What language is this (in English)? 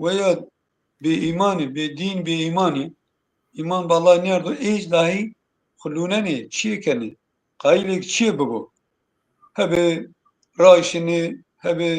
Zaza